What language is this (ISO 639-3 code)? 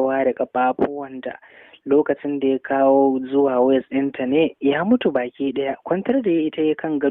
hau